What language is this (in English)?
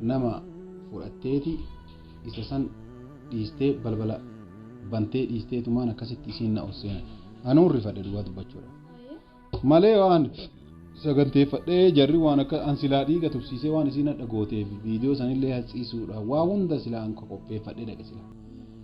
Oromo